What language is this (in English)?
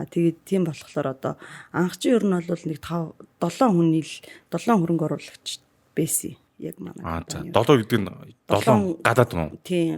Mongolian